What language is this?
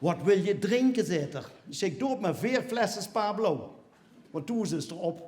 Limburgish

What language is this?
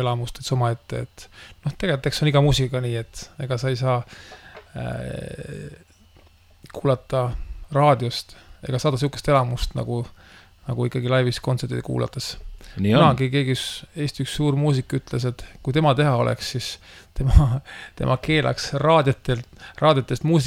Estonian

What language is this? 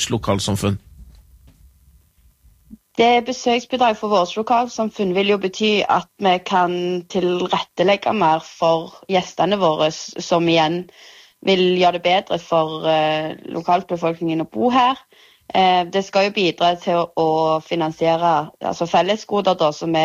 Norwegian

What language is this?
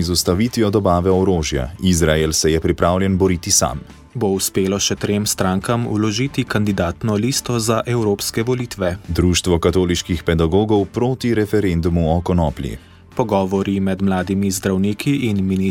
Slovenian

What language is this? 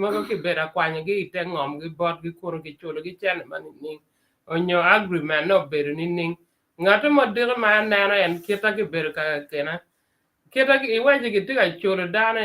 Acoli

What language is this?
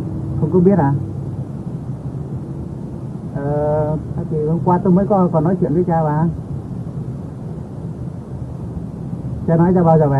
Vietnamese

